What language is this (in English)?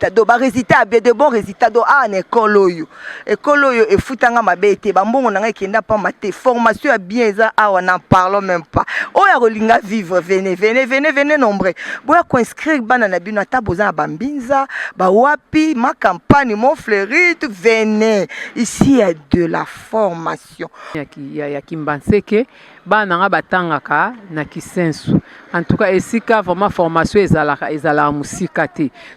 Lingala